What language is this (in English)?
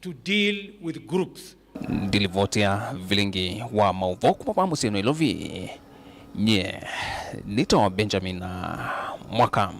Kamba